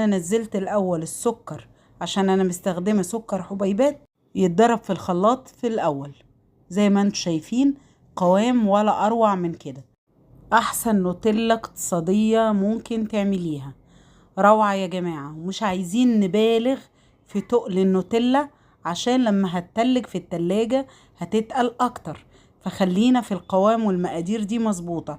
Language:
Egyptian Arabic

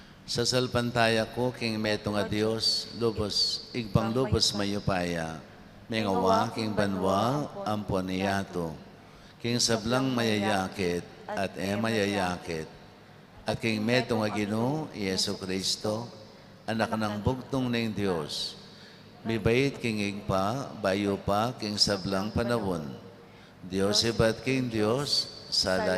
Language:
Pampanga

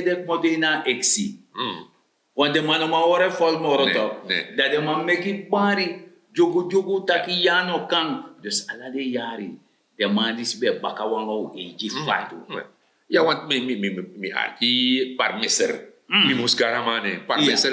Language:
Sranan Tongo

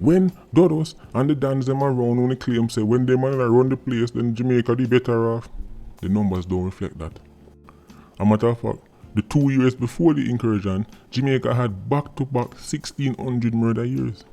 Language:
Jamaican Creole English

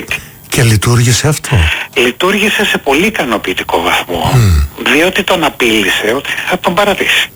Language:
Greek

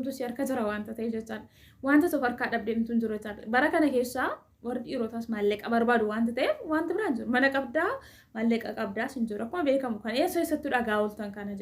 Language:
Oromo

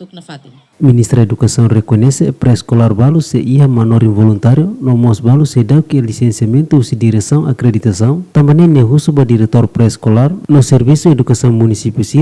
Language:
Tetum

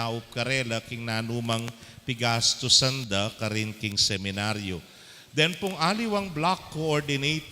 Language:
Pampanga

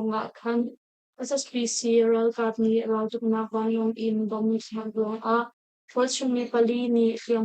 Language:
Hakha Chin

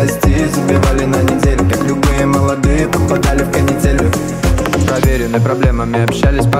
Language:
Russian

